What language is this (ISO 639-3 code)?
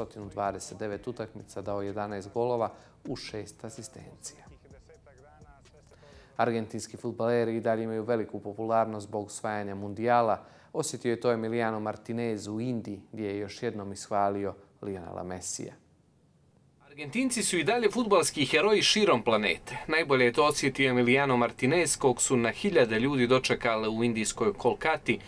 bos